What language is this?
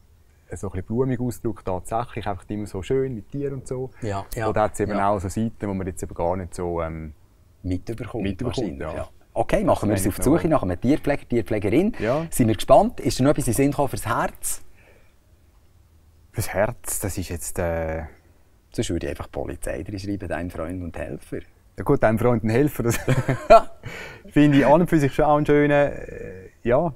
German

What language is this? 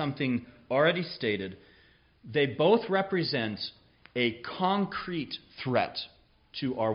English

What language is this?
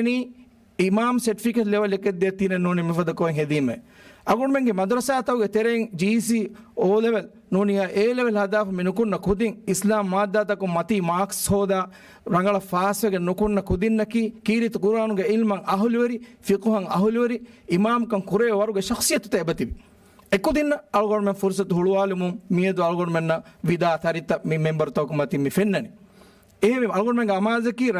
Divehi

